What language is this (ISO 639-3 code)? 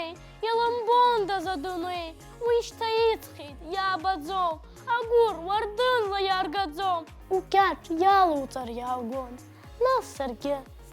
abk